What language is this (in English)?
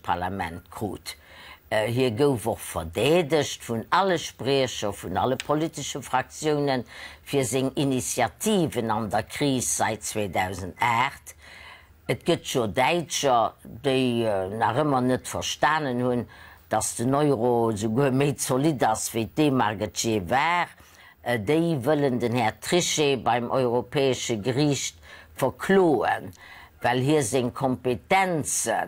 Luxembourgish